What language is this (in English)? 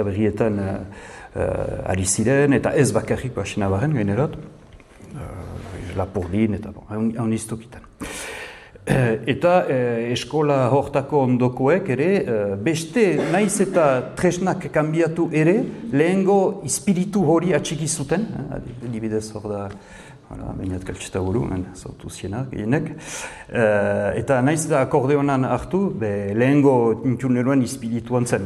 Basque